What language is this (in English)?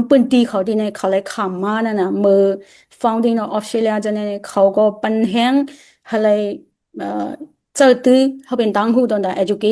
Shan